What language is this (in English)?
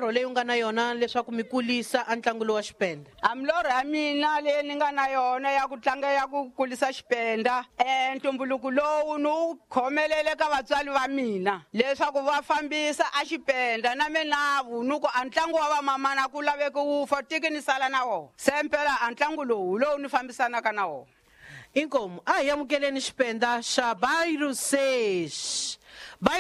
Tsonga